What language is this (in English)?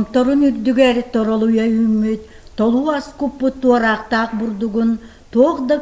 Yakut